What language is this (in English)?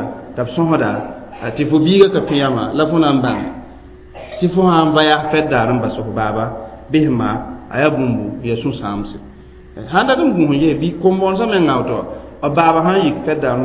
Mossi